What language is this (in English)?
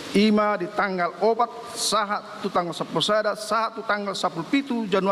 Batak Toba